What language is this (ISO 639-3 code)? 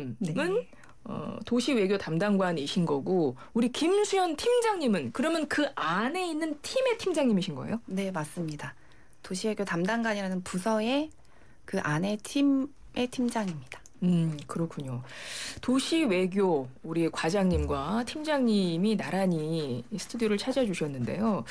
kor